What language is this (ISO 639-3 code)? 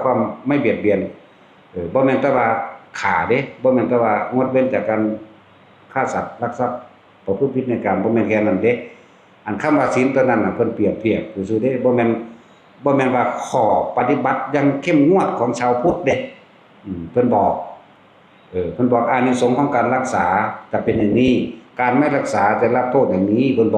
tts